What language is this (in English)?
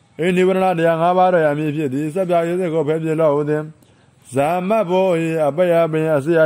Burmese